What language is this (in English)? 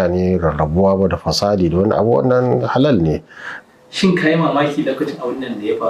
Hausa